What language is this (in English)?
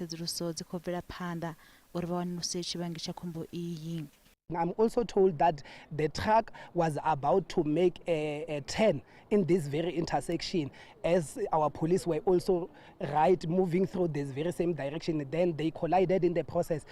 Venda